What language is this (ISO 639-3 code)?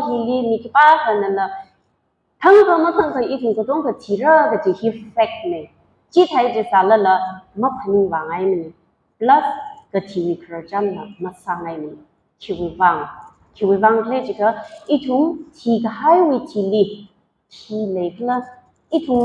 nmf